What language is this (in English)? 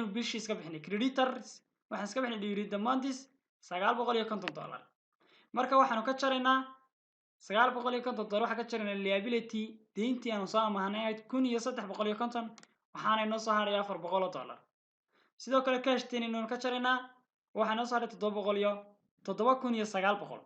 Somali